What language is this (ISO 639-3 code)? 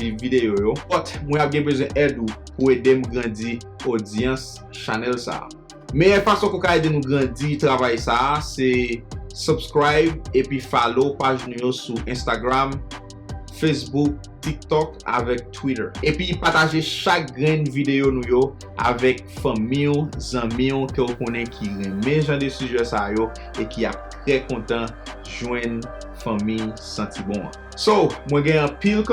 hat